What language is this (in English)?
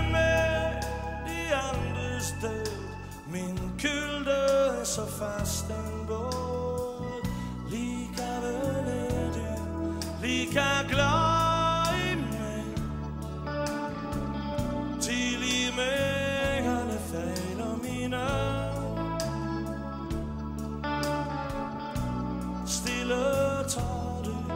Norwegian